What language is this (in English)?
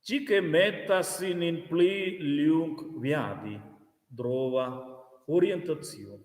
Romansh